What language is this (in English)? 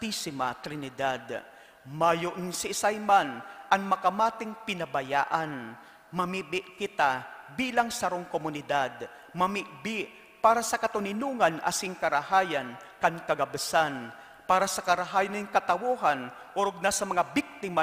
Bikol